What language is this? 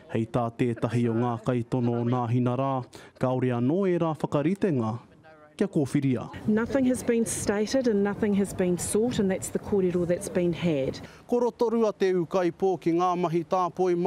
Māori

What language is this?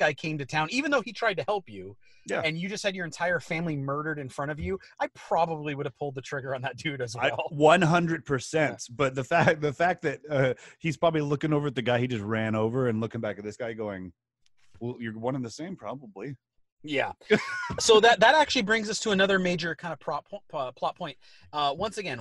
English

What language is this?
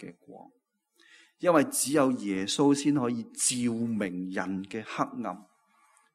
Cantonese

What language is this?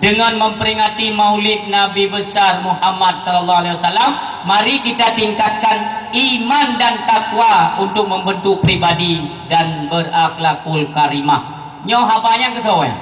Achinese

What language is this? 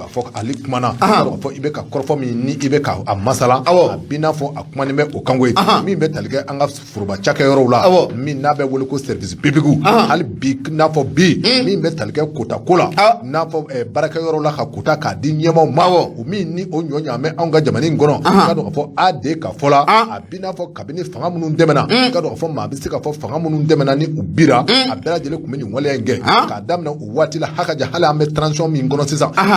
Bambara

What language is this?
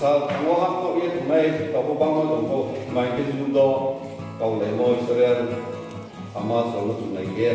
Riang (India)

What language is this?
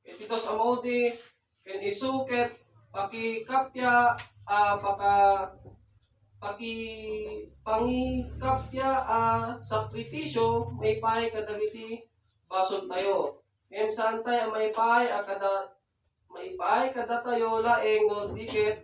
Iloko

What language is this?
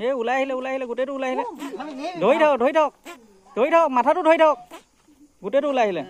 Assamese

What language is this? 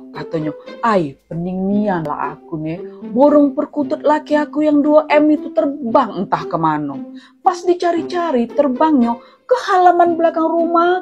Musi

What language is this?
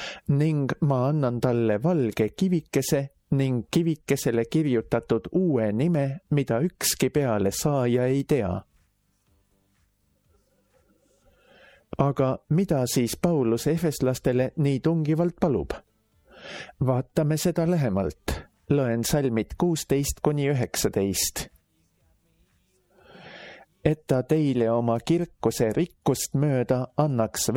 Estonian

